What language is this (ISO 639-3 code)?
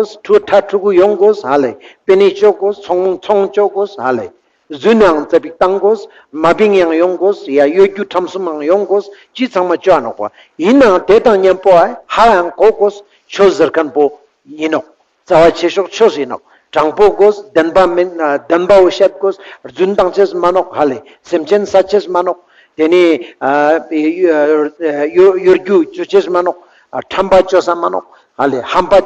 lbj